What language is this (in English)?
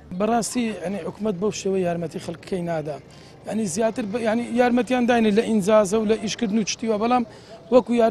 Central Kurdish